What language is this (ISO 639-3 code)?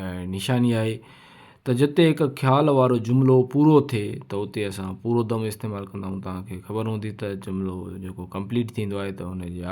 snd